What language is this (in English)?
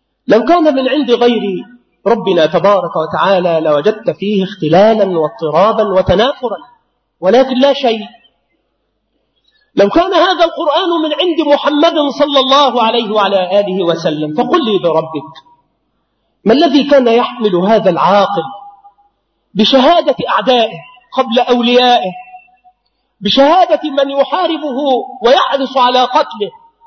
Arabic